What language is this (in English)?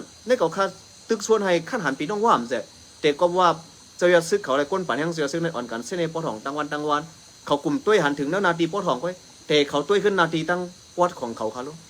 Shan